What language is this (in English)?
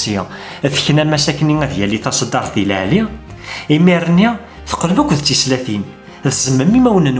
Kabyle